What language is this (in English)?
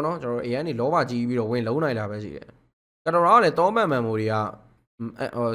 Burmese